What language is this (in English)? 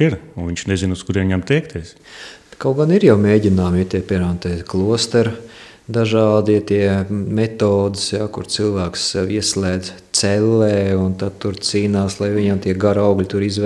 Latvian